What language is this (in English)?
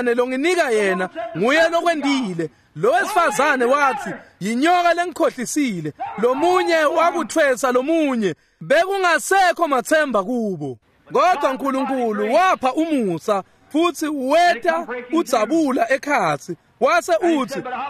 Swati